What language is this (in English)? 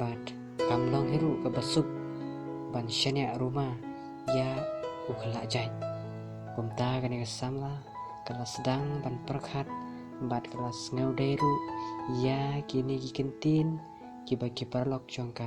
Khasi